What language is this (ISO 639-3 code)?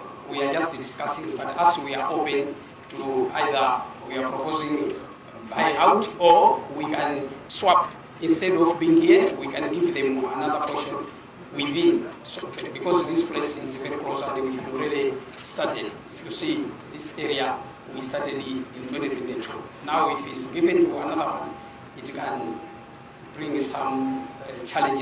nya